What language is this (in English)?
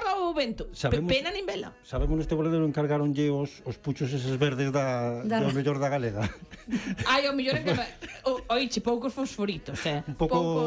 Galician